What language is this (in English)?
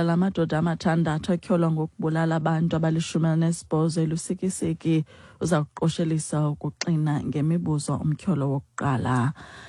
Xhosa